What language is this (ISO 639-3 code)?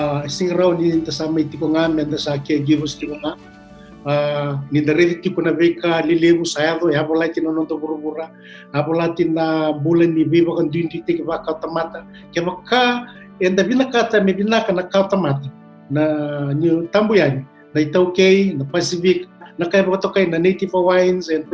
fij